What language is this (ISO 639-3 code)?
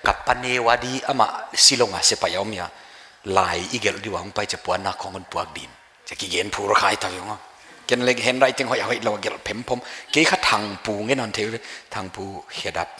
pck